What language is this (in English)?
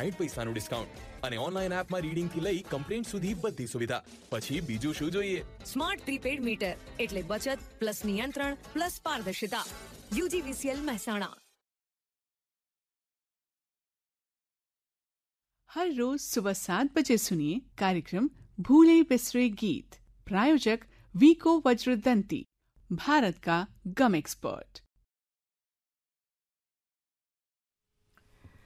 Gujarati